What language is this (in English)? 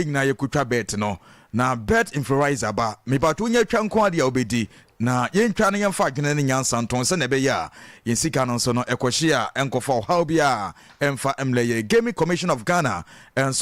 Akan